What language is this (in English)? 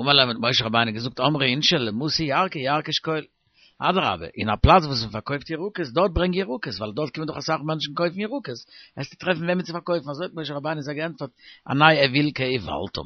Yiddish